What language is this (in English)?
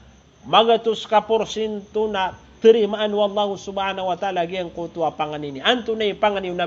Maranao